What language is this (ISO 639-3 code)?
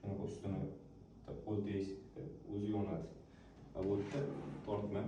uzb